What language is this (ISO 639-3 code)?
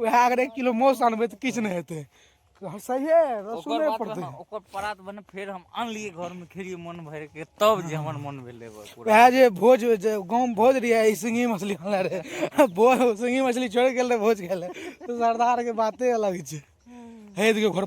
mai